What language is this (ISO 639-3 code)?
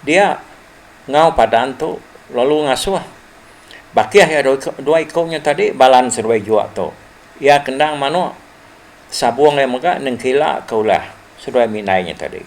iba